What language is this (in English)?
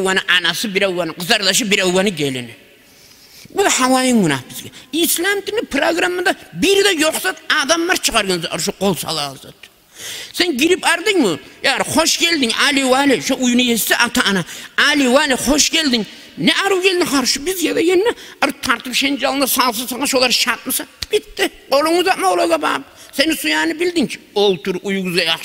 Kumyk